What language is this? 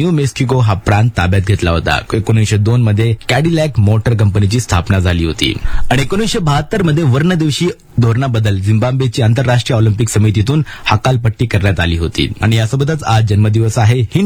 Marathi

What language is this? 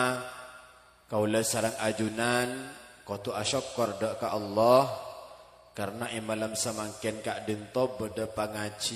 Madurese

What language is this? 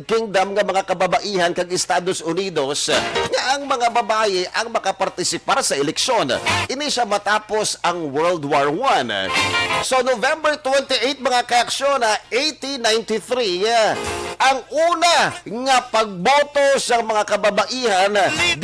Hiligaynon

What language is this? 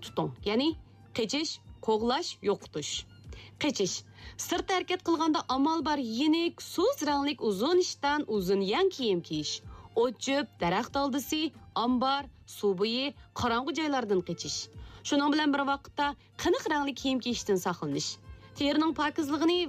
Uyghur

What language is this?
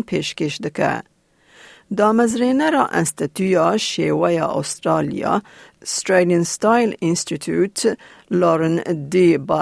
Kurdish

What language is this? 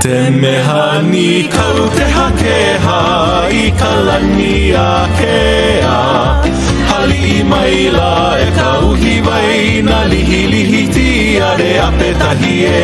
Hawaiian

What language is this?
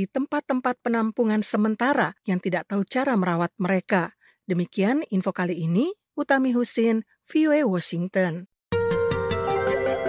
Indonesian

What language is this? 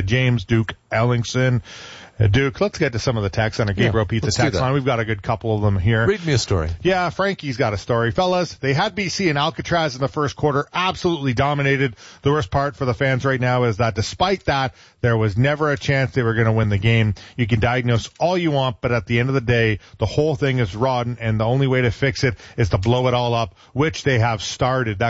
English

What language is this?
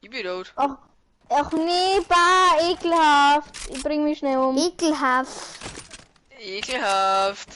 Bavarian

